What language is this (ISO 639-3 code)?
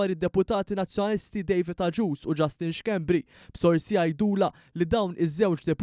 mlt